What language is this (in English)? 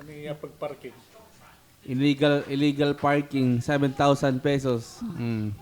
Waray